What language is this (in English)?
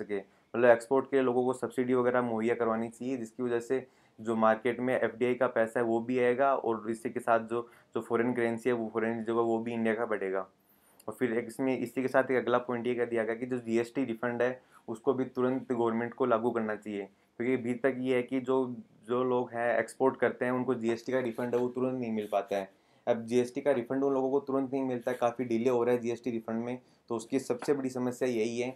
Hindi